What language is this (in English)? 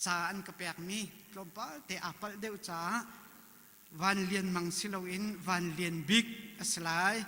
Hakha Chin